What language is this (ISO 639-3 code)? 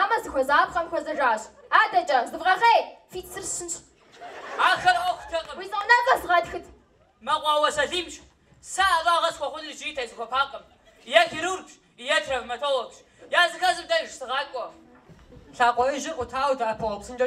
kbd